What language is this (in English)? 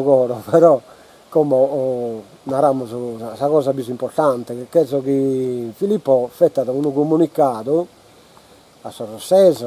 Sardinian